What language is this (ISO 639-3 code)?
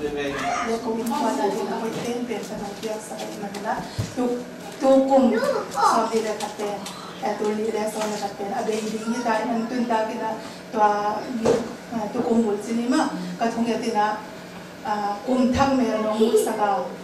ctd